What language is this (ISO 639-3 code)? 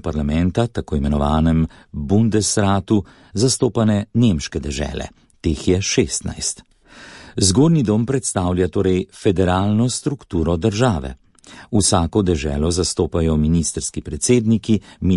slv